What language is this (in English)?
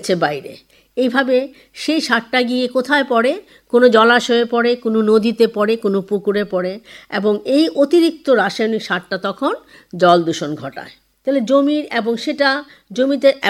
Bangla